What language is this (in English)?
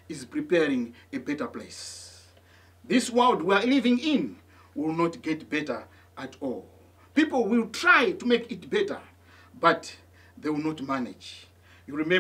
English